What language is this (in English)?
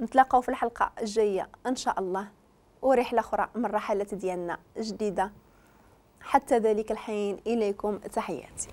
Moroccan Arabic